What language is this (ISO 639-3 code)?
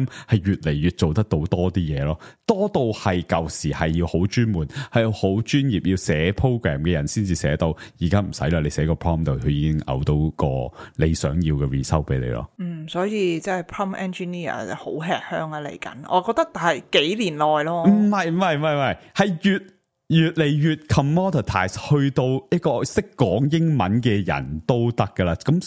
yue